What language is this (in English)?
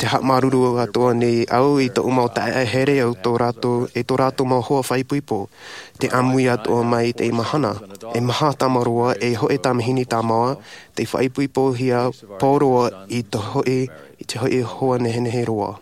Tahitian